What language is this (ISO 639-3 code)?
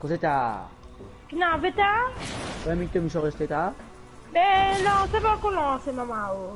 mfe